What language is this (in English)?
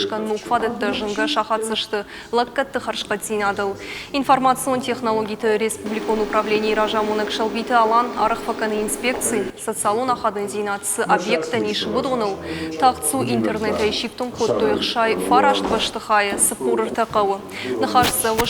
Ossetic